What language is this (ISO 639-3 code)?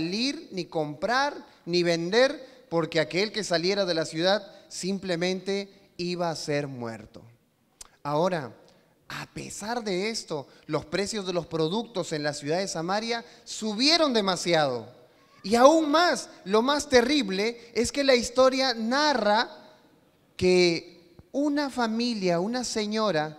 spa